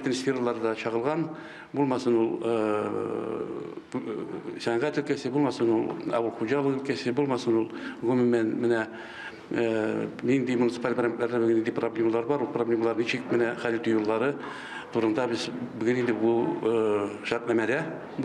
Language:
Tatar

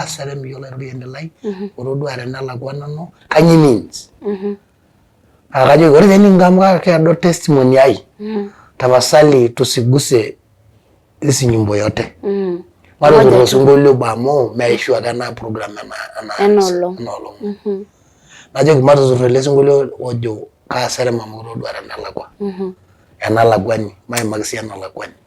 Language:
Masai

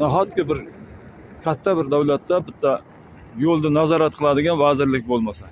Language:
Uzbek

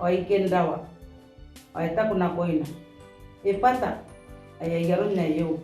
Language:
Gilbertese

